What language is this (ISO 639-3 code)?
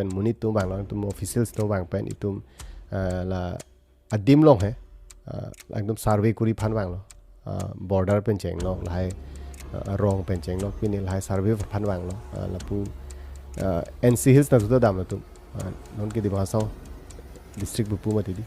mjw